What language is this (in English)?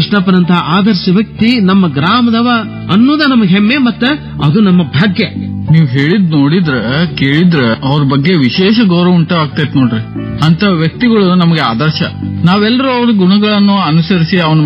Kannada